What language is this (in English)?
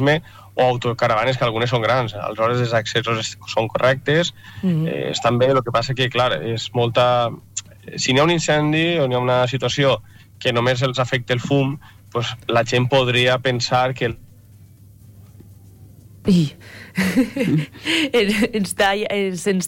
Catalan